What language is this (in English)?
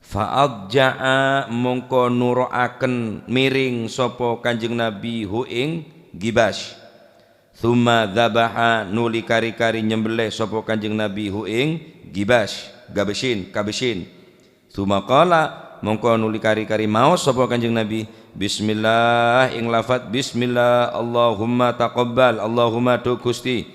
Madurese